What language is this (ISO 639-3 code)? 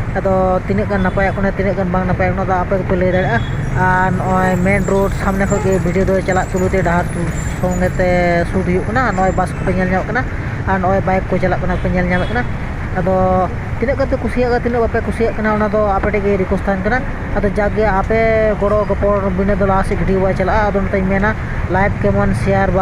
sat